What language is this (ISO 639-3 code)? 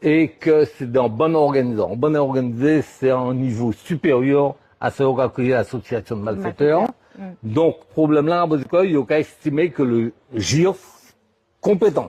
gcf